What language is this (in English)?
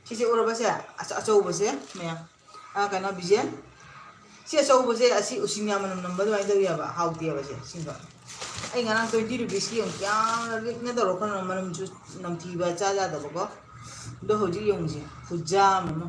Manipuri